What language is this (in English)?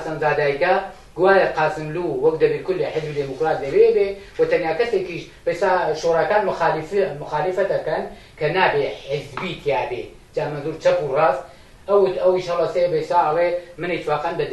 Central Kurdish